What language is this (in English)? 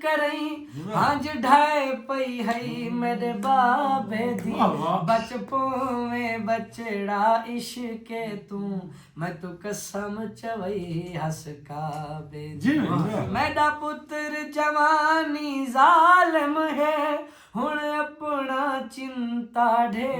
Saraiki